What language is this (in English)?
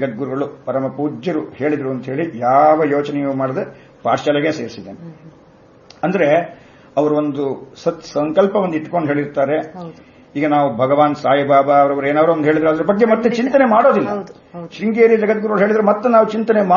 Kannada